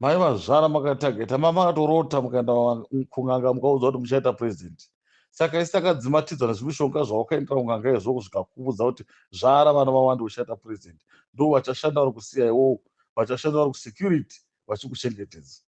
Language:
Shona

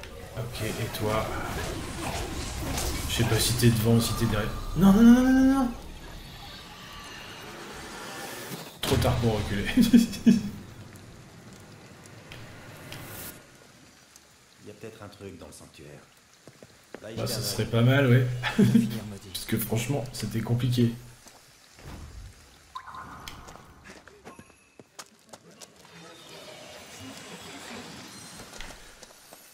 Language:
French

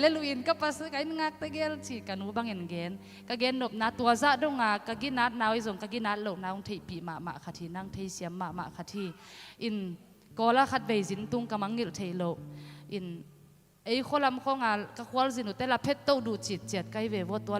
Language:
Tedim Chin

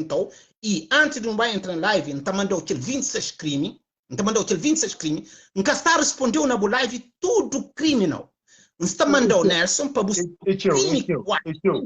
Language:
Kabuverdianu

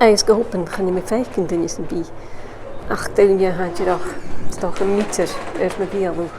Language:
Scottish Gaelic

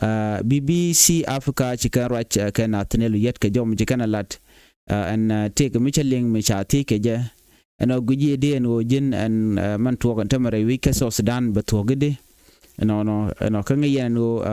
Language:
Nuer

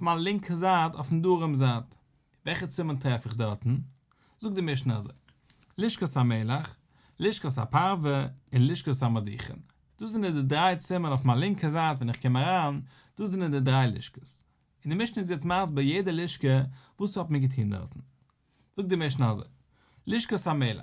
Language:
Yiddish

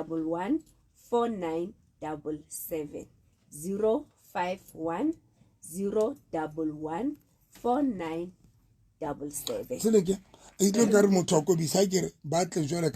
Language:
Southern Sotho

